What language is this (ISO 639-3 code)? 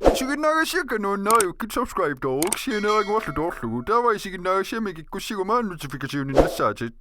kal